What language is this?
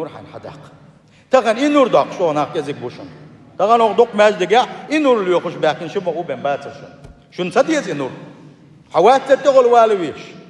Chechen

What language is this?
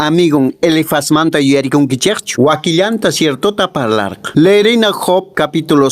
Quechua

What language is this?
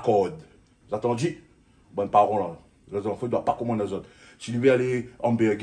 Réunion Creole French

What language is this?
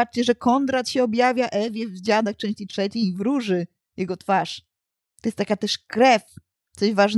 Polish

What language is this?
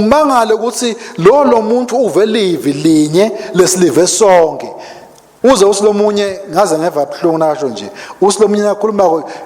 Swati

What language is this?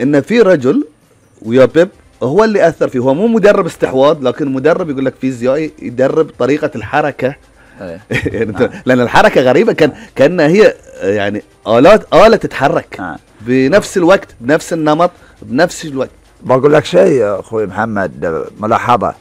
Gulf Arabic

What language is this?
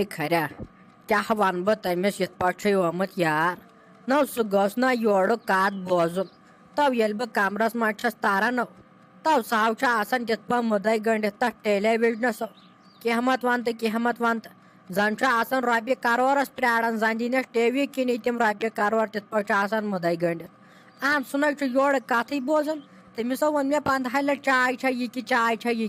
Kashmiri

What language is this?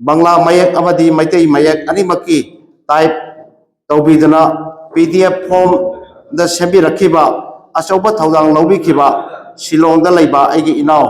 Manipuri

